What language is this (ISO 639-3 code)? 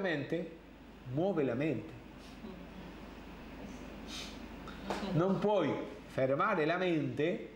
ita